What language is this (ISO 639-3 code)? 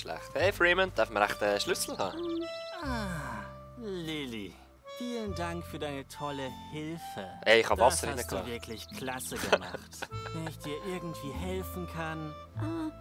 gsw